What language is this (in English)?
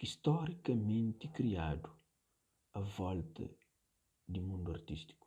Kabuverdianu